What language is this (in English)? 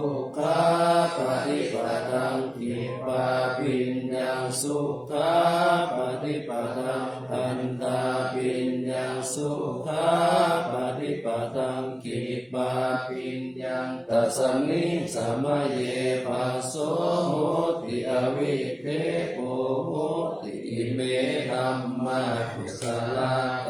Pali